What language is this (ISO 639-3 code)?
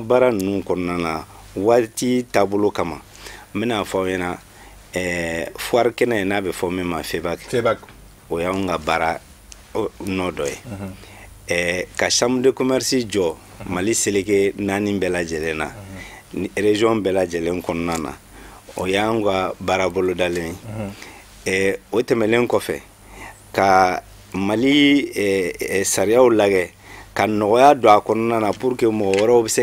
bam